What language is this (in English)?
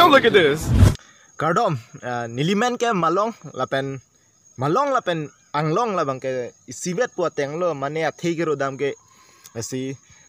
Karbi